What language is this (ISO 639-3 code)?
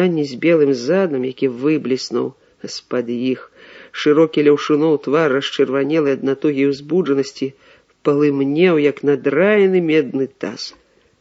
bel